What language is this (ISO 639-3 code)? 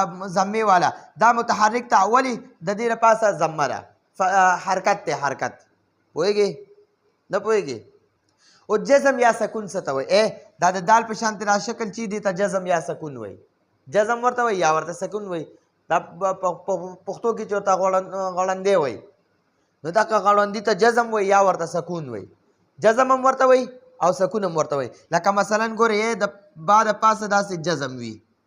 pus